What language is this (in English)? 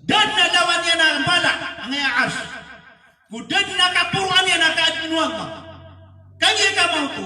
Maranao